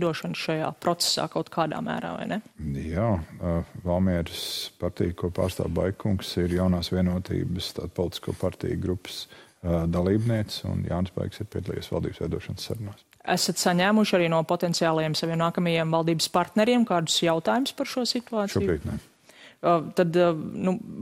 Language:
Latvian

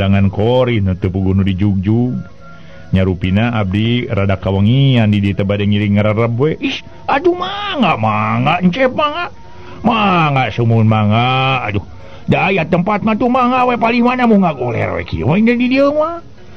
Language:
Sundanese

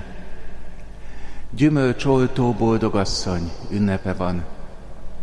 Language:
Hungarian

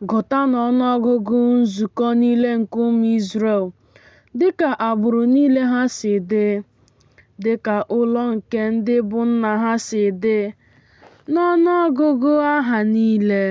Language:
Igbo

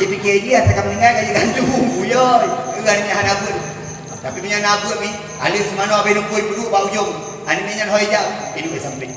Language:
Achinese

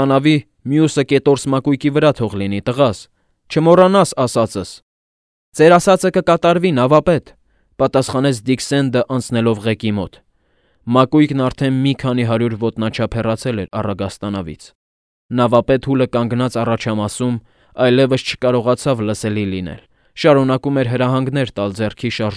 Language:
Armenian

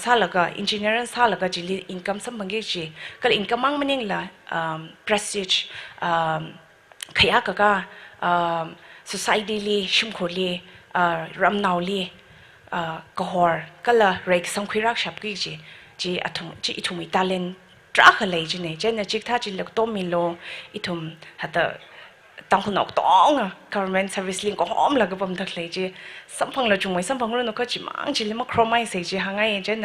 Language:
Tangkhul Naga (India)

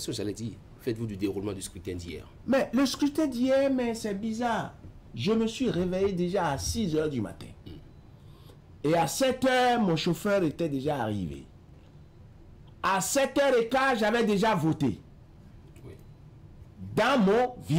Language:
French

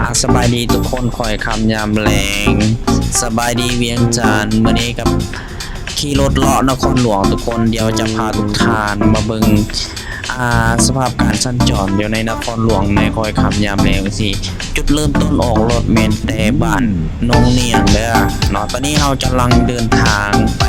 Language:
Lao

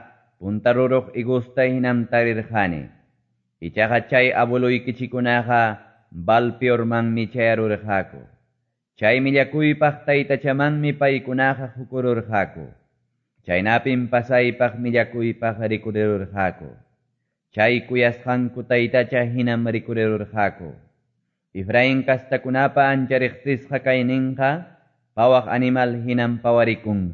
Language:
Quechua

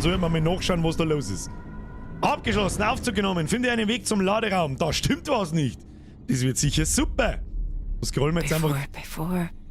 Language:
Bavarian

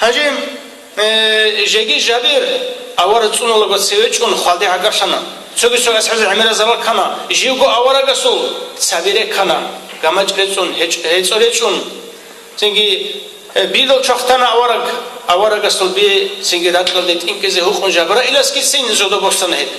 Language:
Avaric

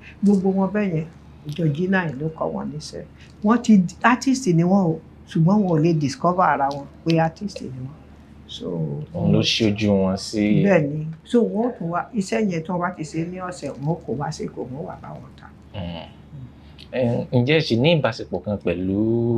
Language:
Yoruba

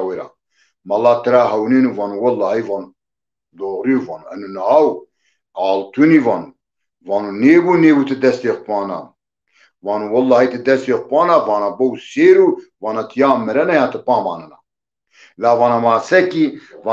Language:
Zaza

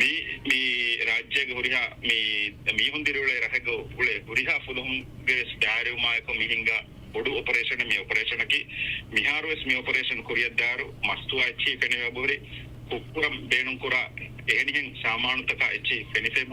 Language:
Divehi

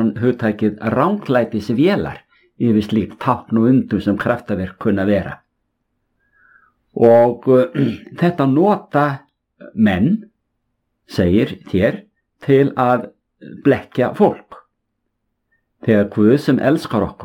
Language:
Icelandic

